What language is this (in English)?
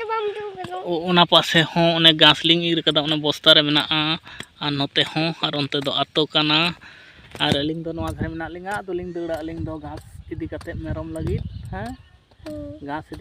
Santali